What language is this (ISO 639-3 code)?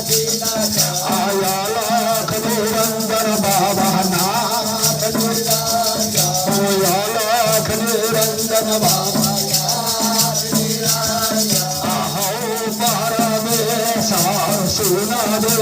mai